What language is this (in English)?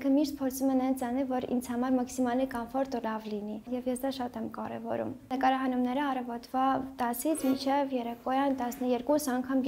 Armenian